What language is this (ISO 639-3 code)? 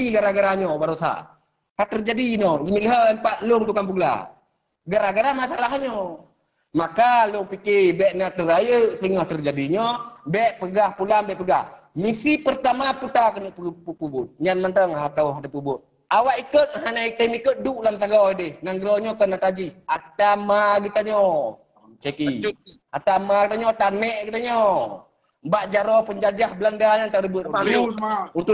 ace